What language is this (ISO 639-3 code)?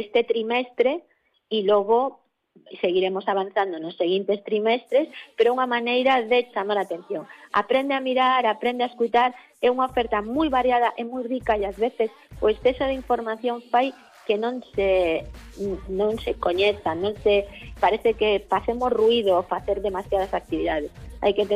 glg